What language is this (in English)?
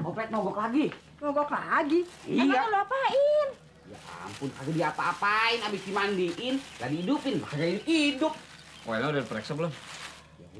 Betawi